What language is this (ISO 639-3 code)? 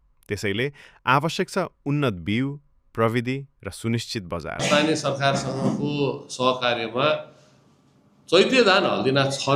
nep